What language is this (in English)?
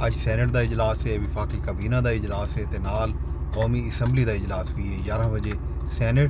Saraiki